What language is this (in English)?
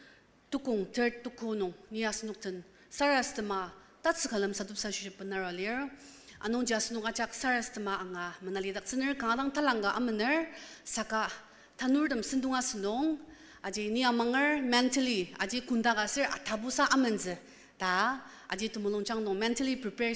Ao Naga